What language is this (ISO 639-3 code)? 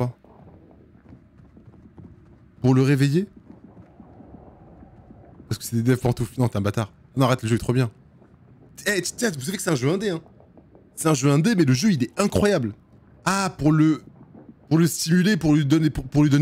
fra